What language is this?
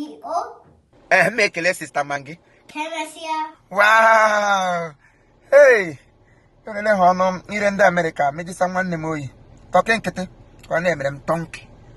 Igbo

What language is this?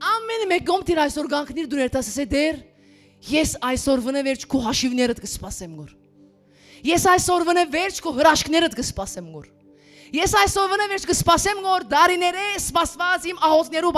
Western Armenian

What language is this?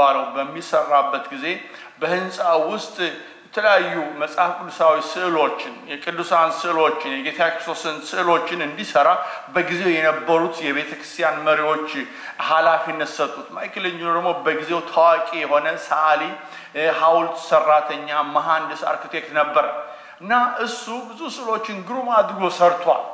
Amharic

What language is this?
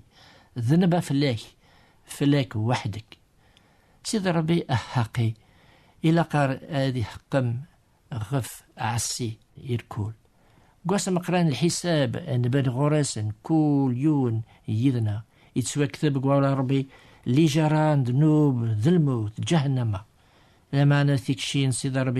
Kabyle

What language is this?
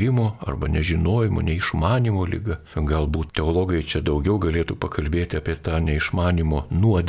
Lithuanian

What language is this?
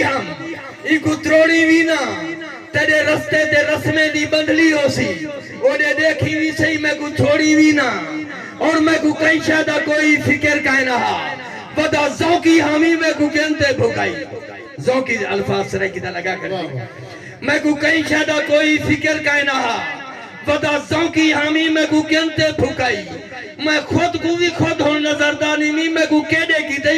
Saraiki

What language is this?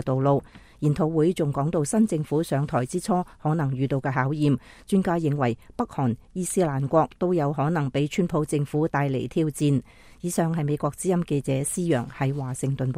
Cantonese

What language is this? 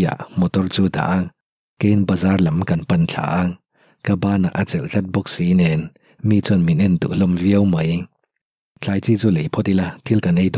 Mizo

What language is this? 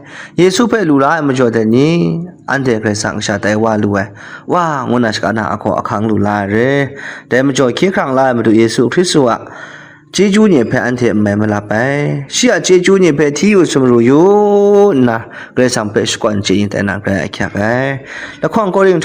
Kachin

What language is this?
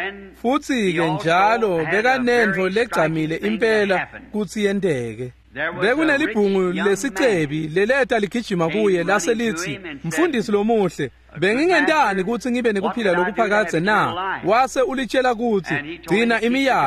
Swati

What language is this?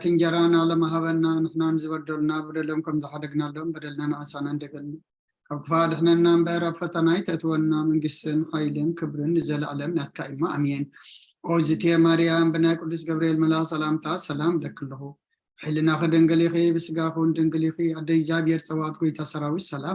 Tigrinya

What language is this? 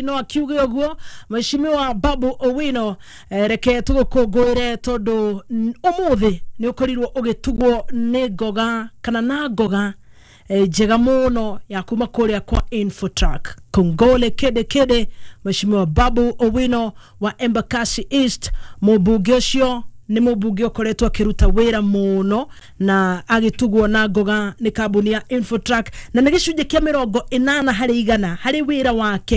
Kikuyu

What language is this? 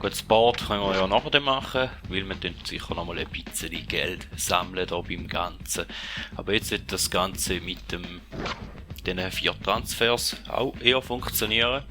Swiss German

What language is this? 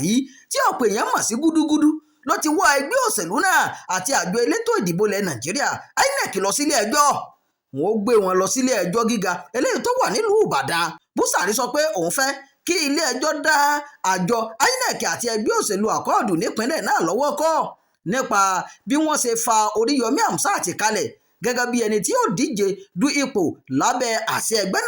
Yoruba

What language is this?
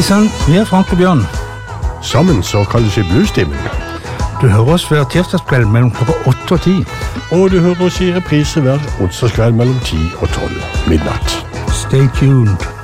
Norwegian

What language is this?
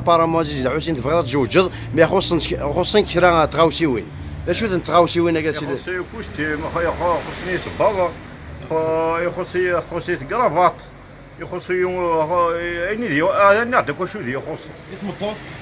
Kabyle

